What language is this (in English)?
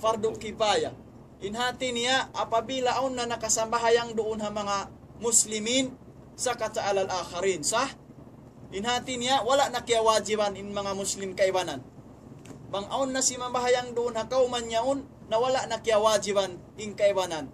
Tausug